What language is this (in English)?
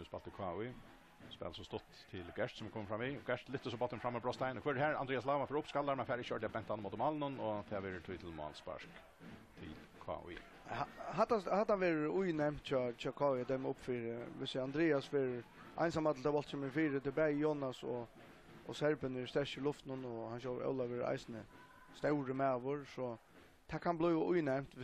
Faroese